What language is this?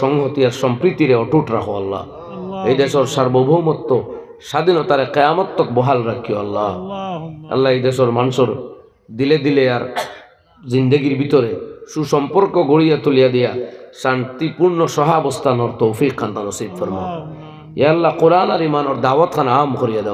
Sylheti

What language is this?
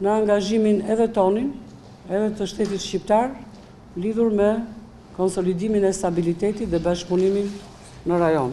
Albanian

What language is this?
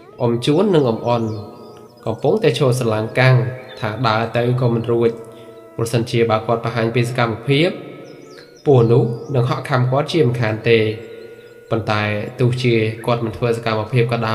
Khmer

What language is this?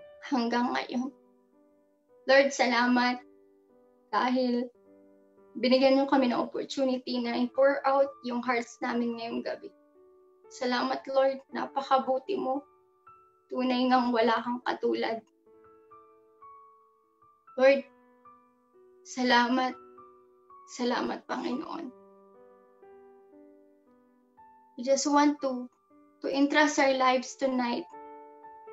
Filipino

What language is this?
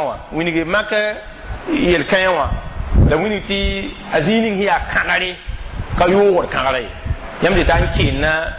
Mossi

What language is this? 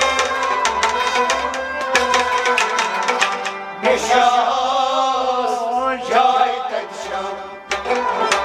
Kashmiri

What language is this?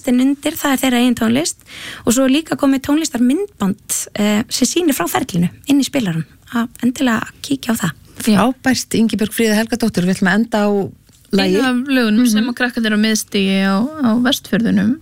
Icelandic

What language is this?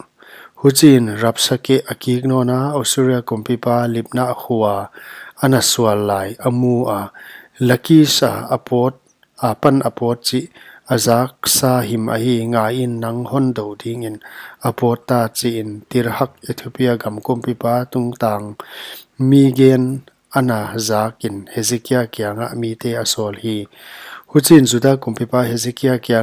Paite Chin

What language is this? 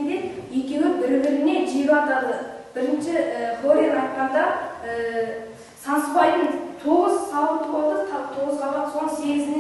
Kazakh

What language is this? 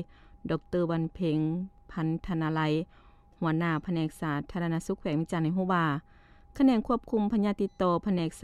Lao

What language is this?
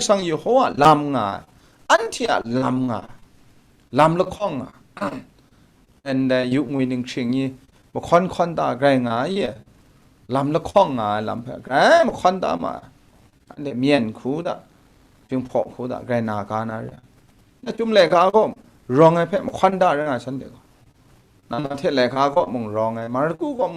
Kachin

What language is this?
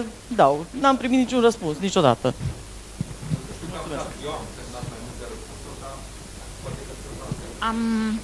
Romanian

